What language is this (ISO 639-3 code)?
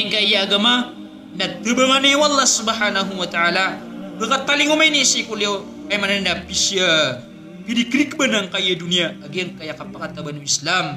mrw